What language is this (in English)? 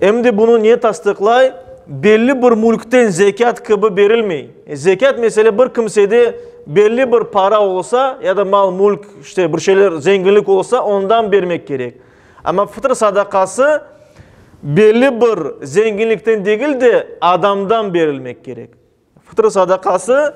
Crimean Tatar